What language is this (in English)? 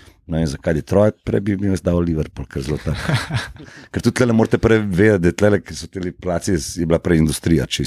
Slovenian